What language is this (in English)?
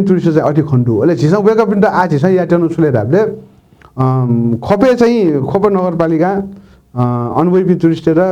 Newari